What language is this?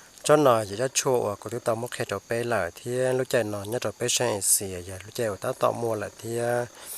Hmong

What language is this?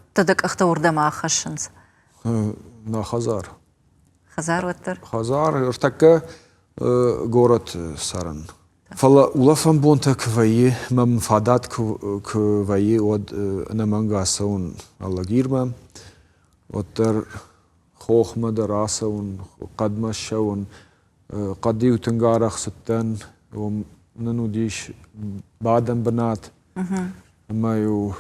Ossetic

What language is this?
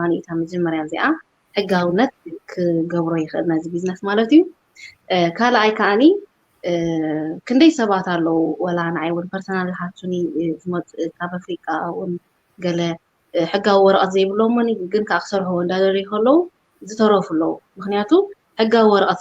Tigrinya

